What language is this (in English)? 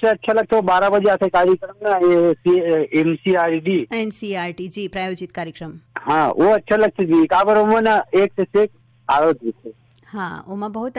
Chhattisgarhi